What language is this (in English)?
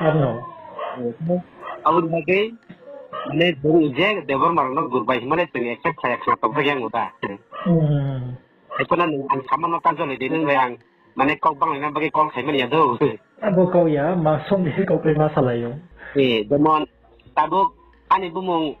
Riang (India)